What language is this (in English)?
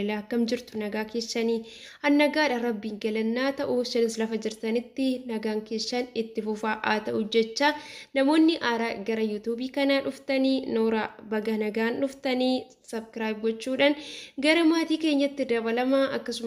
Oromo